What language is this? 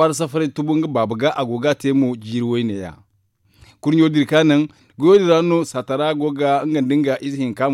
Zarma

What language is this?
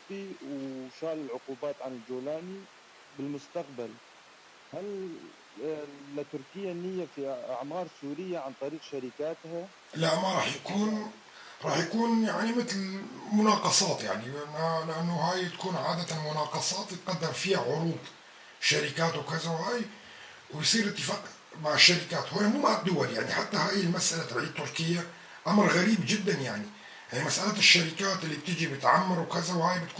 North Levantine Arabic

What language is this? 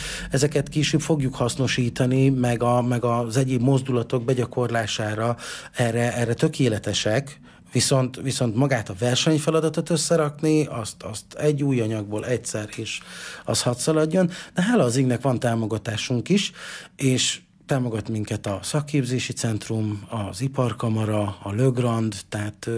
Hungarian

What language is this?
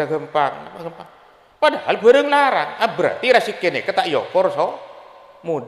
Madurese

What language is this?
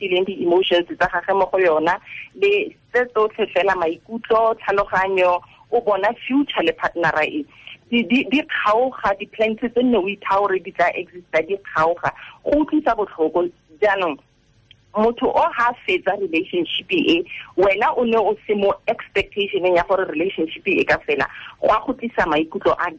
Tswana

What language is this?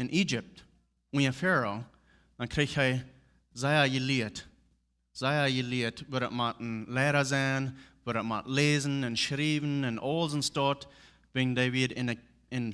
Plautdietsch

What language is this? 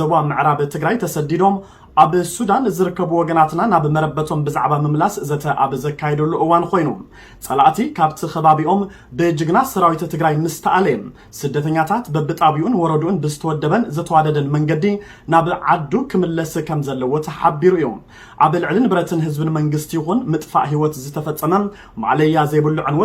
Tigrinya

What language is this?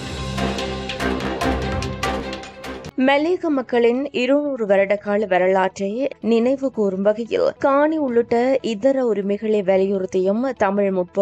Tamil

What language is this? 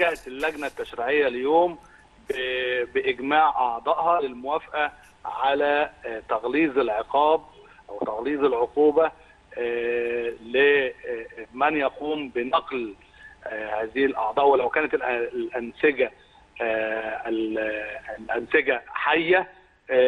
Egyptian Arabic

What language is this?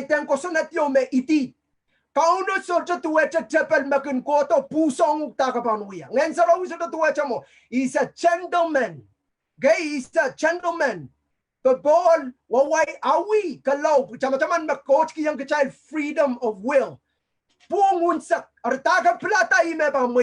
Pohnpeian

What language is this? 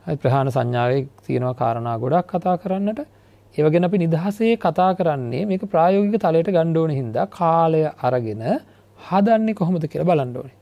Sinhala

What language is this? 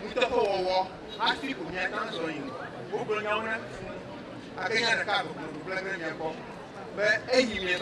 Ewe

